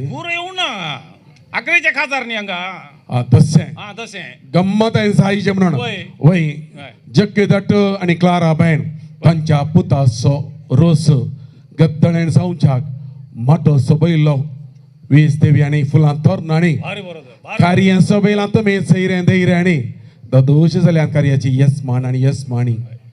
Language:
Konkani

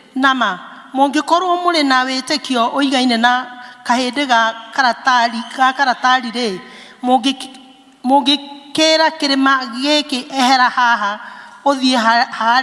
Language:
Kikuyu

